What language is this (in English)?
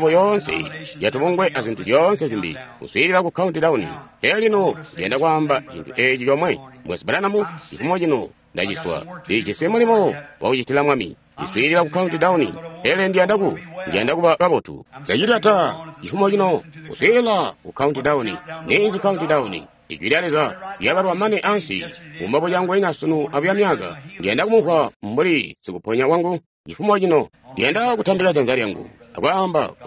Tonga (Zambia)